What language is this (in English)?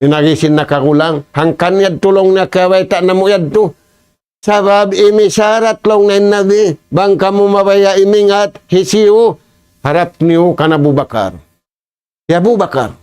Tausug